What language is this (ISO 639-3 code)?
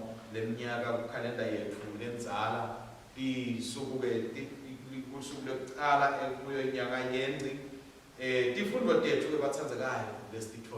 ssw